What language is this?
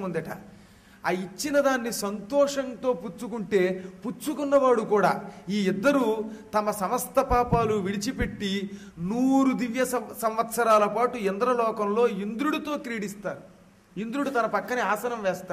Telugu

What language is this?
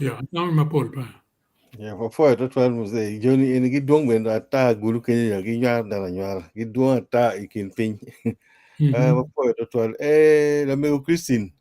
Acoli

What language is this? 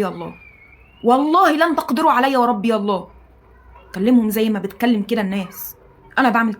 Egyptian Arabic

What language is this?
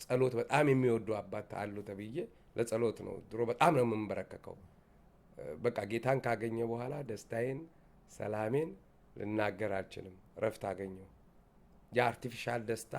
Amharic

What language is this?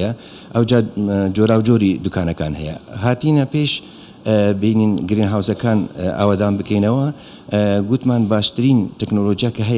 Central Kurdish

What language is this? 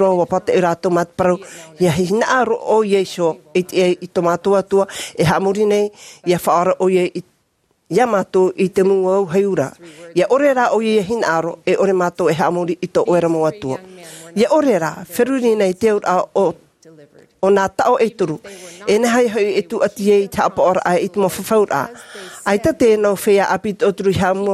Tahitian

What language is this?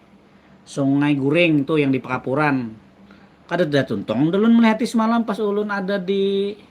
Banjar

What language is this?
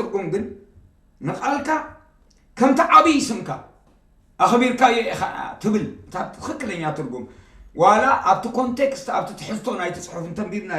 Tigrinya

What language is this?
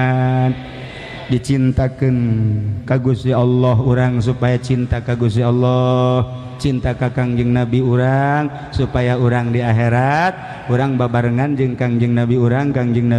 Sundanese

